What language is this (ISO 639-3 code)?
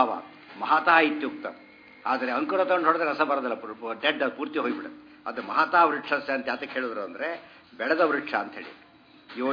kan